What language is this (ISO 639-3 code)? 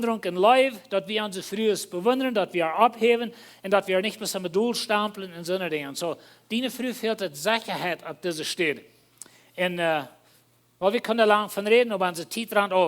pdt